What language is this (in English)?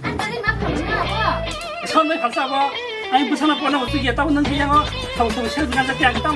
Kok Borok